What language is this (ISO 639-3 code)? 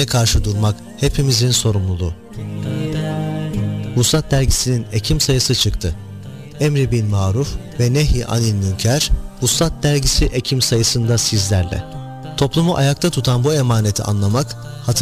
tur